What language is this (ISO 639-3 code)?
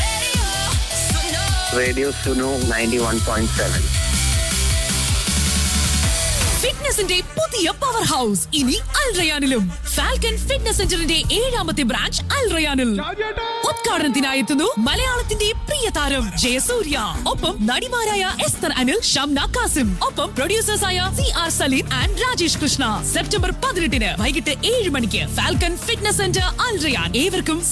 mal